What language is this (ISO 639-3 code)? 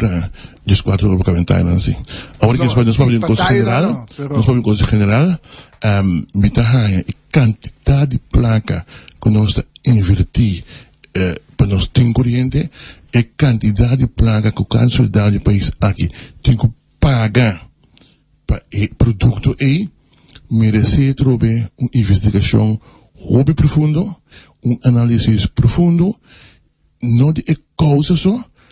pap